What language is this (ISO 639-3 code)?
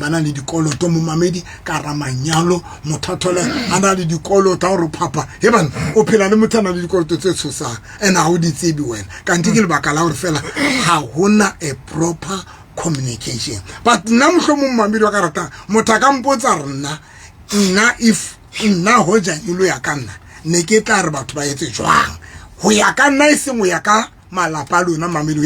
sot